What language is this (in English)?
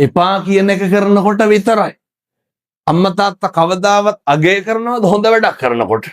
Sinhala